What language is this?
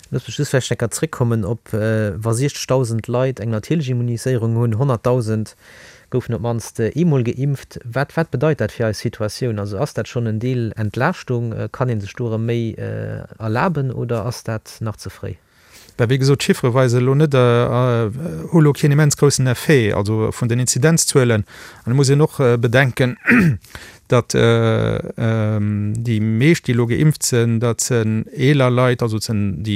Luxembourgish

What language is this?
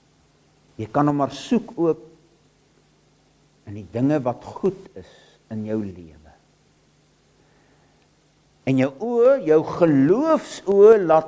Afrikaans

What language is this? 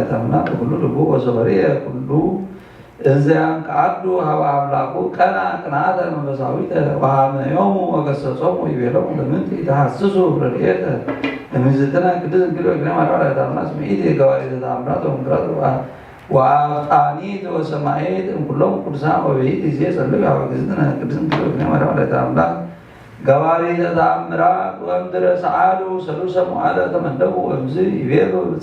Geez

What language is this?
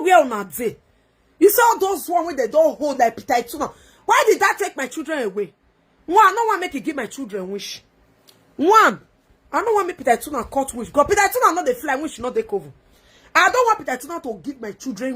Nigerian Pidgin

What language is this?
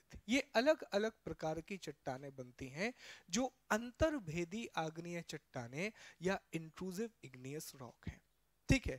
Hindi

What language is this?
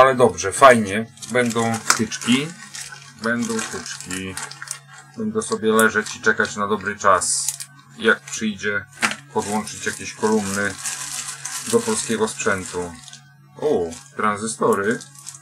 Polish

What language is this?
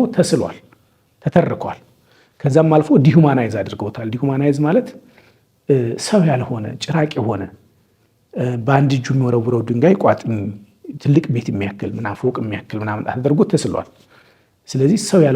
Amharic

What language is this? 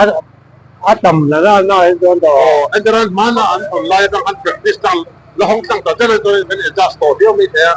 Mizo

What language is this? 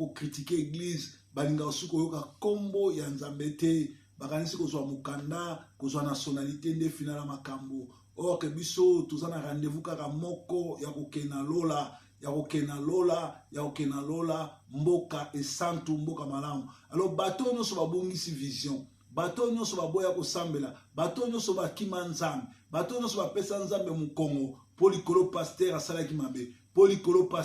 Lingala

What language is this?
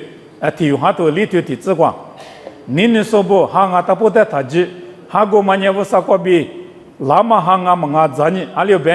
Lisu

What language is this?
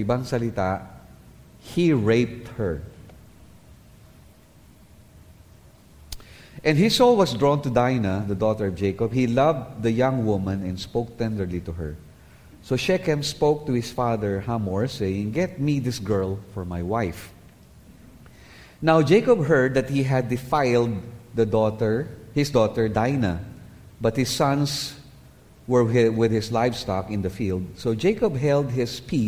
Filipino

